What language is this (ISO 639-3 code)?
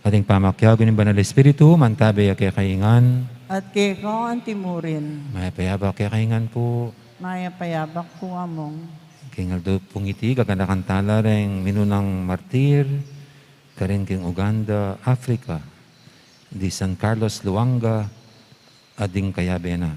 pam